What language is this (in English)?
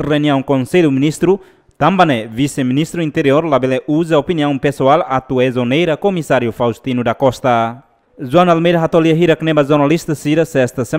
Tetum